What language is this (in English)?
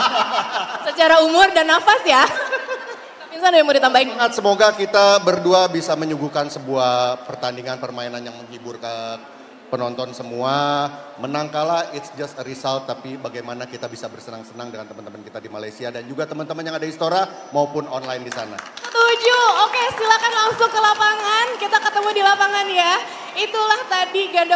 Indonesian